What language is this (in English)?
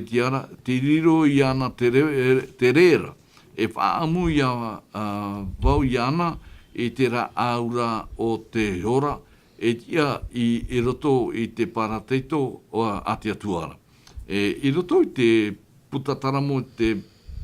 Tahitian